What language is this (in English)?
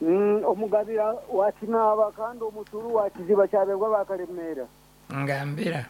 Nyankole